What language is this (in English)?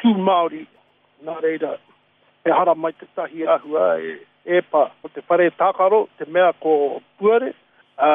Māori